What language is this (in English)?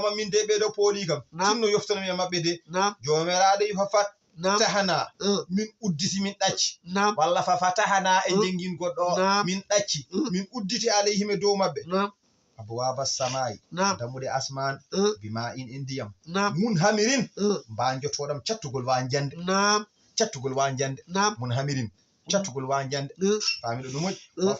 Fula